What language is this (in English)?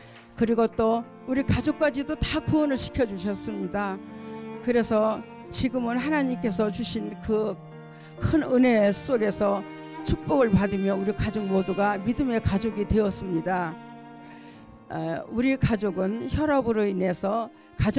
Korean